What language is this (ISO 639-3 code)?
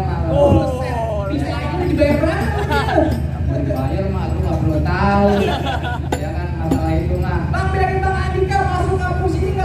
bew